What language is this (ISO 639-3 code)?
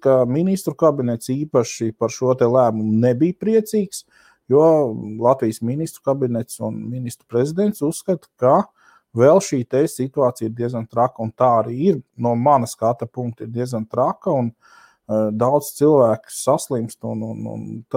lav